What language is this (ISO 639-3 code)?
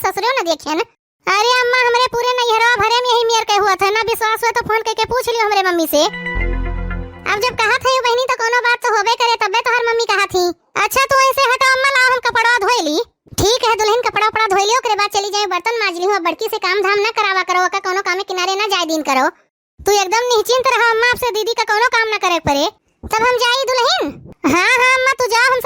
awa